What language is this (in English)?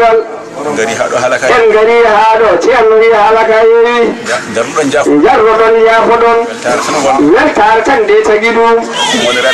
Fula